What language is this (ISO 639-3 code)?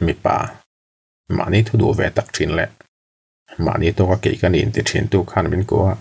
lus